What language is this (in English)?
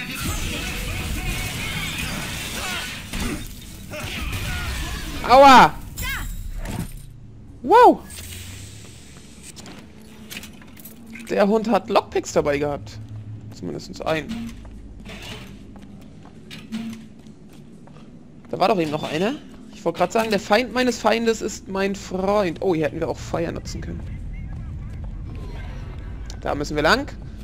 German